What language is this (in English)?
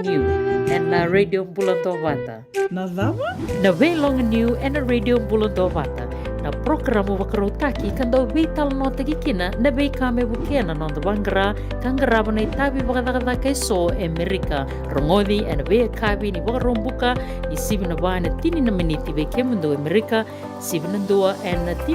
Fijian